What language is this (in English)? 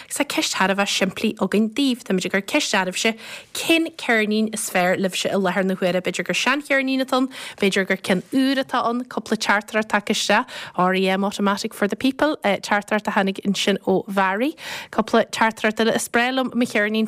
Irish